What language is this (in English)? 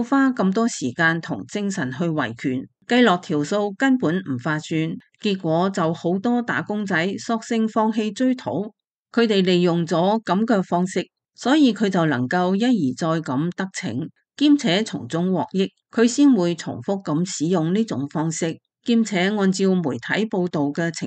Cantonese